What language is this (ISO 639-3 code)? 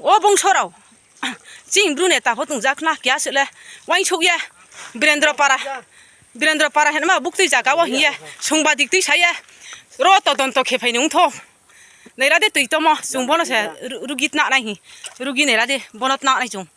ria